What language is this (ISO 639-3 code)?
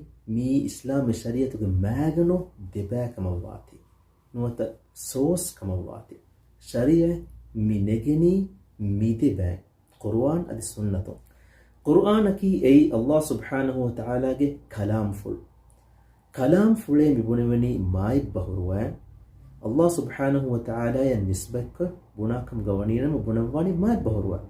div